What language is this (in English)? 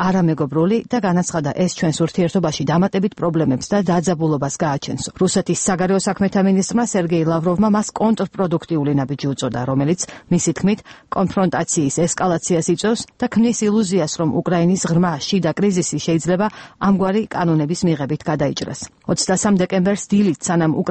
Georgian